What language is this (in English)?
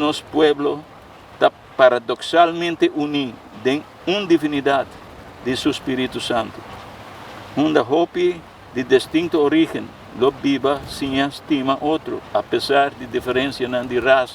Papiamento